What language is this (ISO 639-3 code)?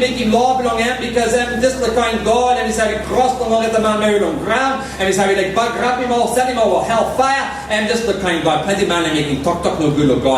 tpi